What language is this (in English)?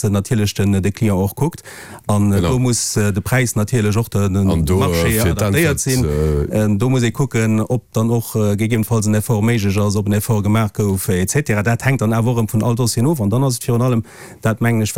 Luxembourgish